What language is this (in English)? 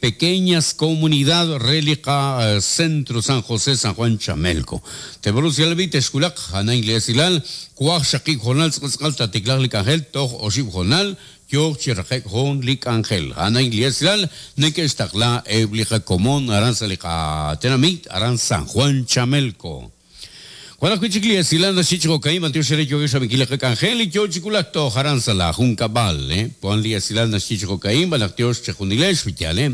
Kekchí